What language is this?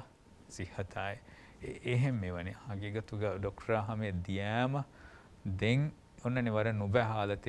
Divehi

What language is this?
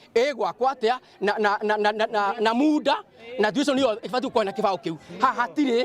Meru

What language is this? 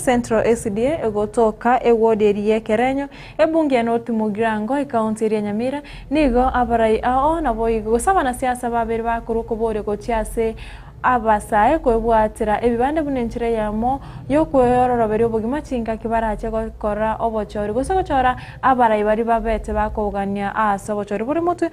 Gusii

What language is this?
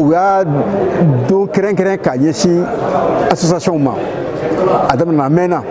Bambara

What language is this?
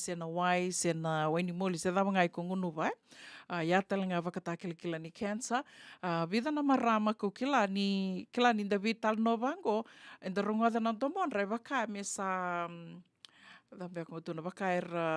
Fijian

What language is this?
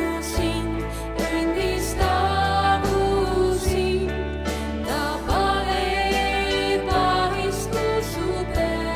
Estonian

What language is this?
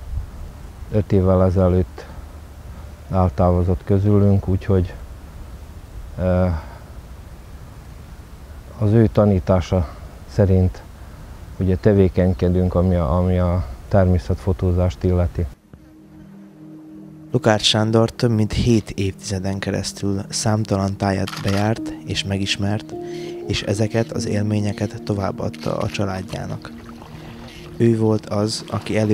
Hungarian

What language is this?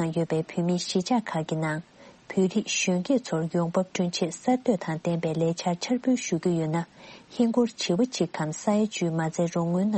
Tibetan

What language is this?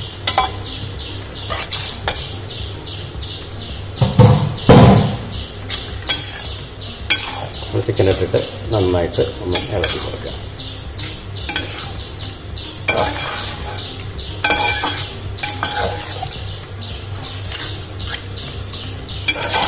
Malayalam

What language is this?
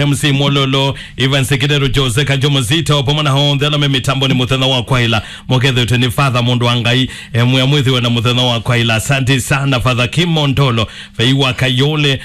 Kamba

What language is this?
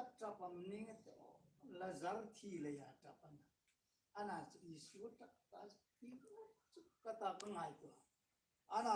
Hmar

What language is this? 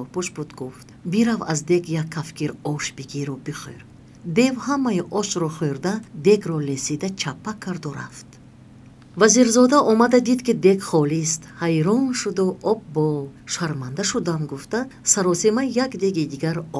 Tajik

